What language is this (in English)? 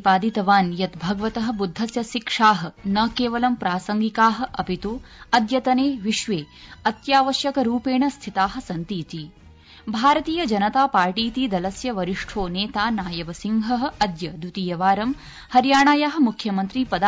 Sanskrit